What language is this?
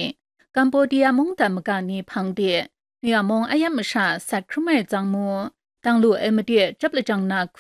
Kachin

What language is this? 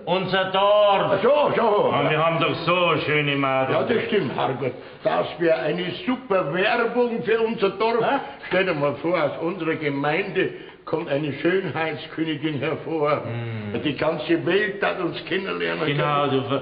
Bavarian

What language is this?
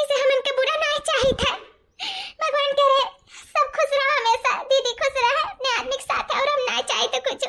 Awadhi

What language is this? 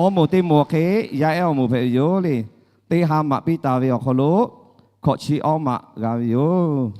Lahu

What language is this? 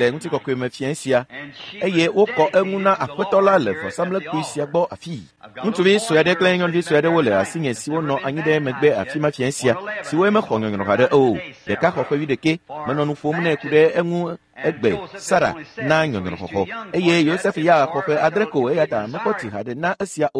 Ewe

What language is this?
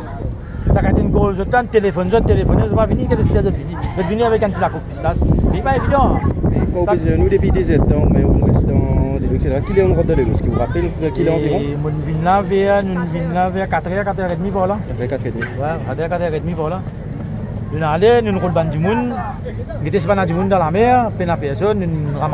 Morisyen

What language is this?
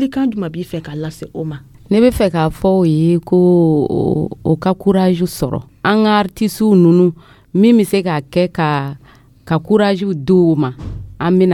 Dyula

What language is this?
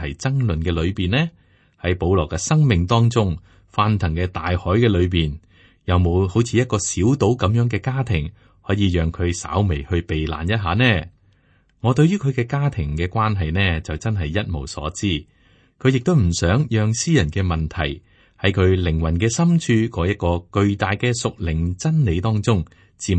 Cantonese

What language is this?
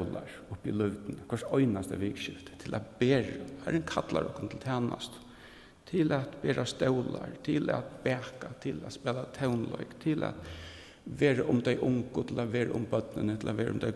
Faroese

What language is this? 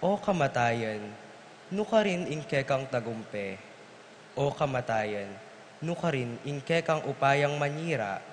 Pampanga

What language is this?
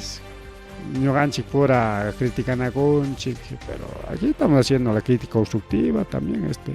Ayacucho Quechua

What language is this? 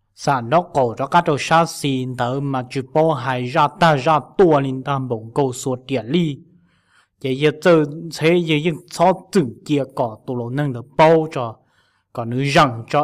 Hmong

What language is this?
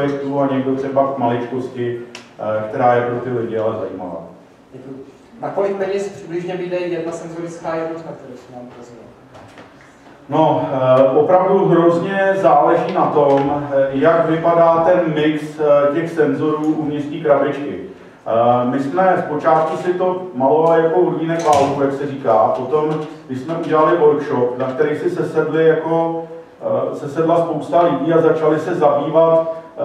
Czech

